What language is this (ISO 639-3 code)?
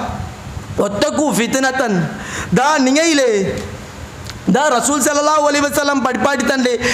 mal